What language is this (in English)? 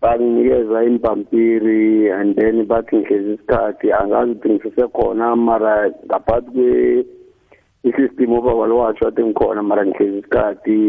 South Ndebele